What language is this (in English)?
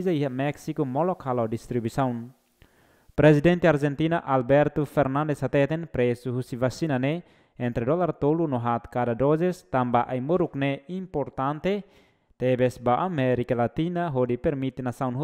Tetum